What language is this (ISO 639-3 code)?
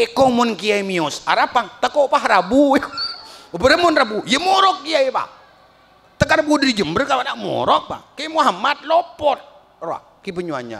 mad